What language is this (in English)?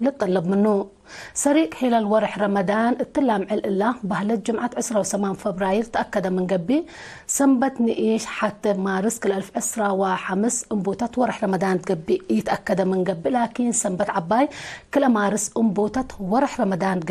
Tigre